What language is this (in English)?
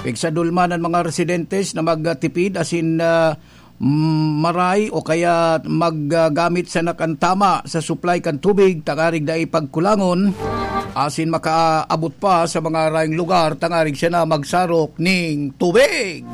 Bikol